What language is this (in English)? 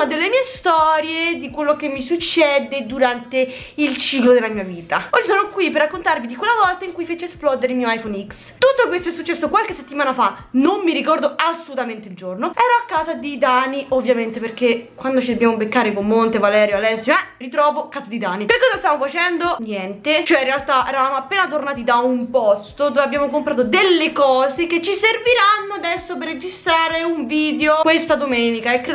Italian